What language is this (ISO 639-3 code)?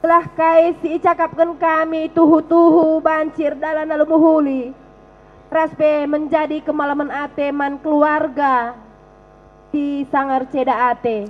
btx